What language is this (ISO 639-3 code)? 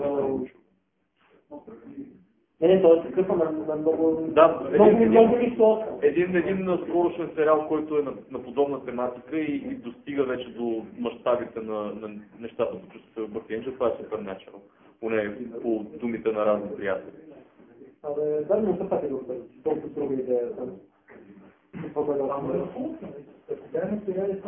bul